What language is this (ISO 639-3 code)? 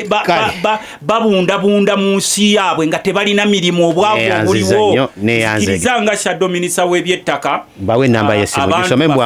lug